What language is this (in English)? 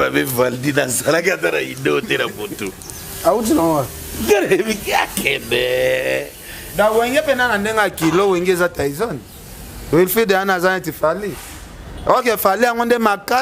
Lingala